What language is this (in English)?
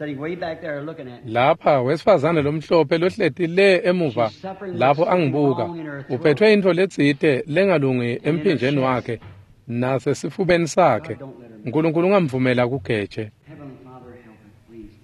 Swati